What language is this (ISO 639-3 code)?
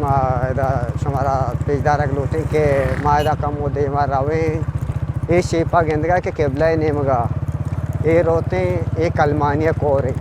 bgp